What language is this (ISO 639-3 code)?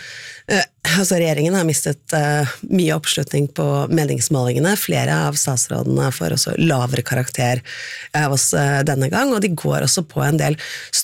nor